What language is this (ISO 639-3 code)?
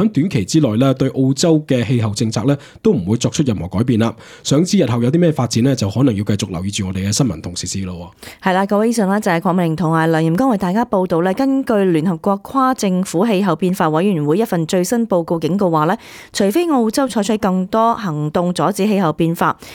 yue